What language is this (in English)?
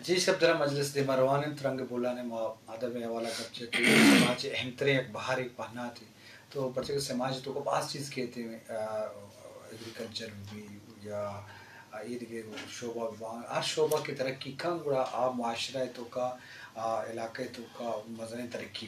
Eastern Balochi